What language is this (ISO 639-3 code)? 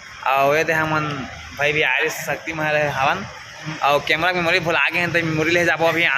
hne